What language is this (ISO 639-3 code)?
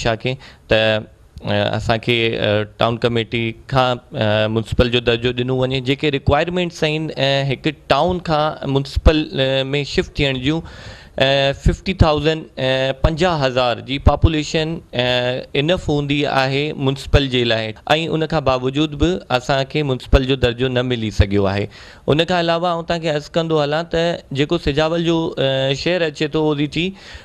snd